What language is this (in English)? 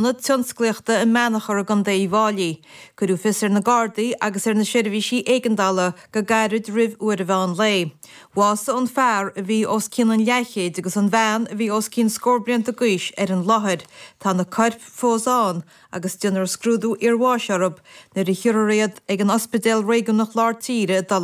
Irish